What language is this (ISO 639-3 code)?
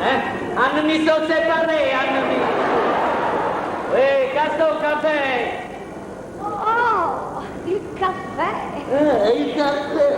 nap